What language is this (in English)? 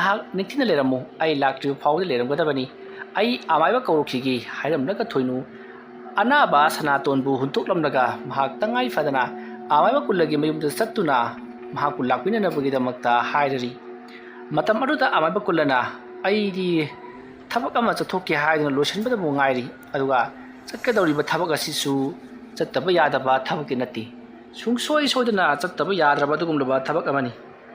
Manipuri